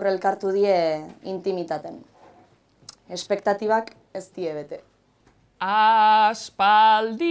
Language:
Basque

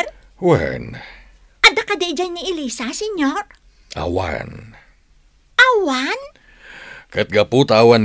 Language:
Iloko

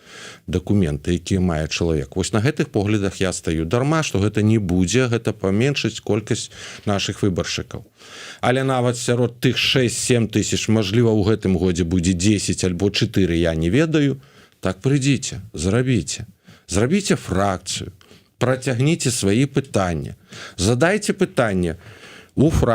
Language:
Belarusian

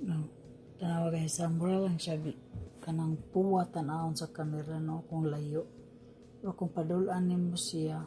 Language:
Cebuano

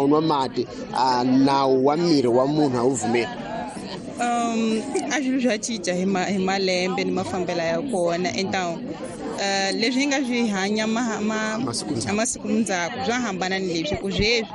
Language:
Tsonga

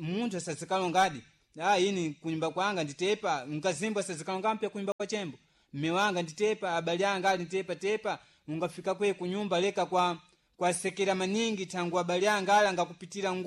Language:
Sena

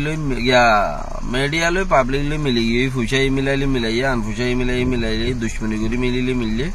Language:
Rohingya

